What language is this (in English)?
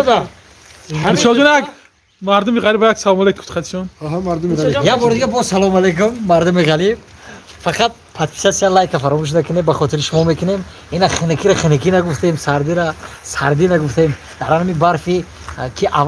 Tajik